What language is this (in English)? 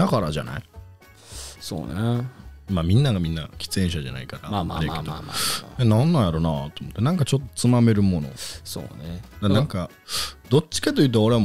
Japanese